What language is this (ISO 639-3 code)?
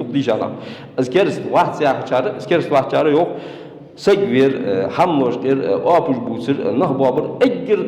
inh